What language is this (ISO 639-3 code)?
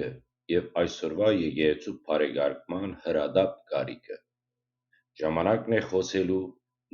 hyw